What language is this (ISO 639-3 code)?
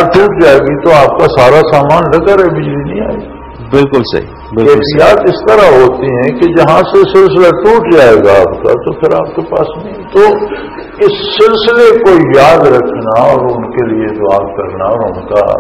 urd